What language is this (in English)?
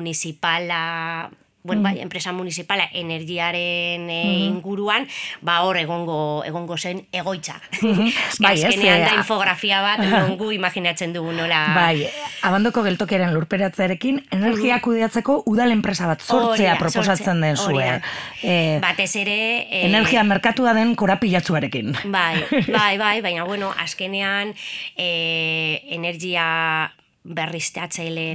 Basque